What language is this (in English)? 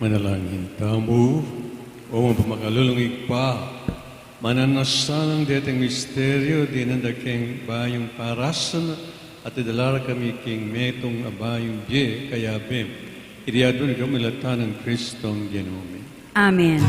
Pampanga